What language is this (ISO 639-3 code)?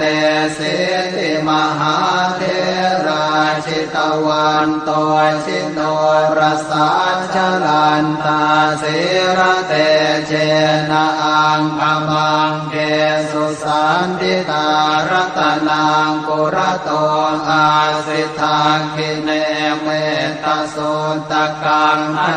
pli